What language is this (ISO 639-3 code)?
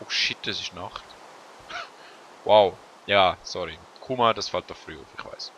gsw